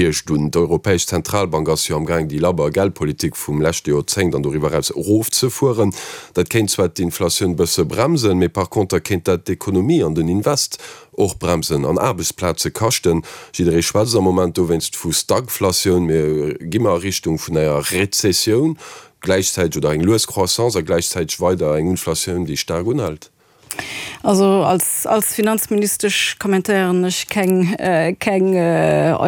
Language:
Luxembourgish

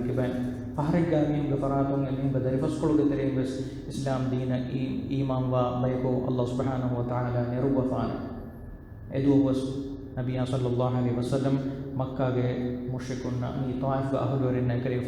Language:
Divehi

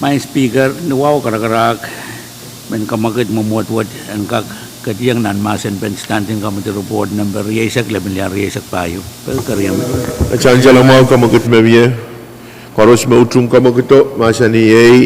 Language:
Pohnpeian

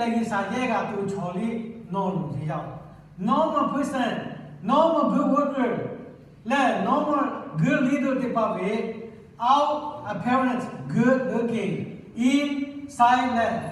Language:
Lahu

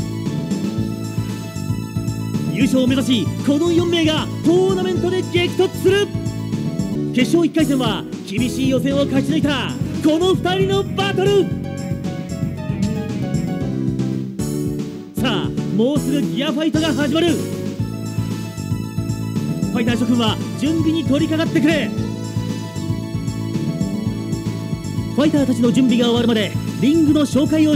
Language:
Japanese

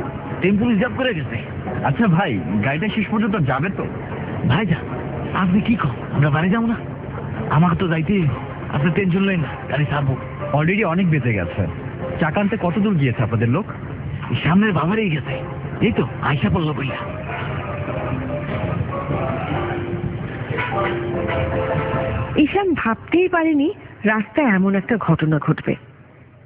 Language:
Bangla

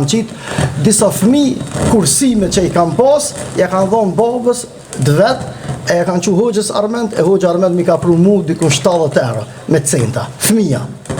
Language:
Albanian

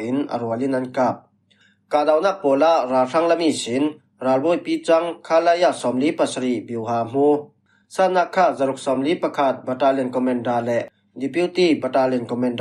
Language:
Falam Chin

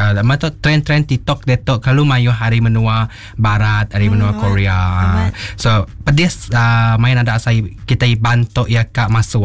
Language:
Iban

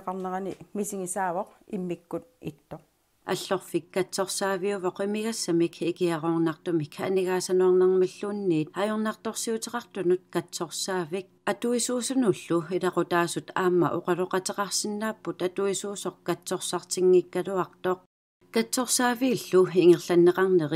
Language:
Kalaallisut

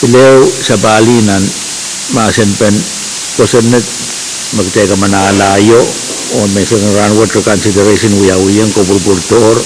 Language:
Pohnpeian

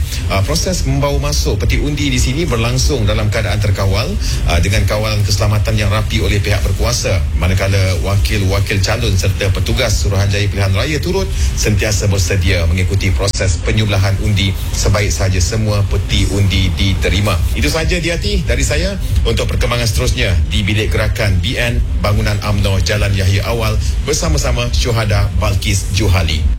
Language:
Malay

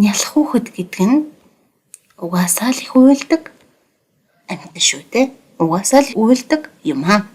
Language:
Mongolian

